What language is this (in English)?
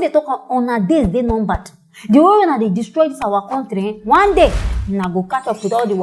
Nigerian Pidgin